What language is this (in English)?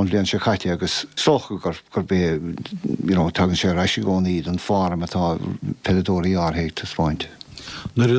Irish